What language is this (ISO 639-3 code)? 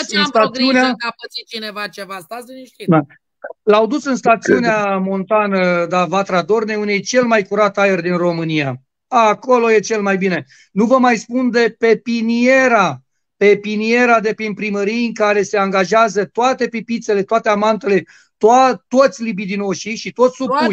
ron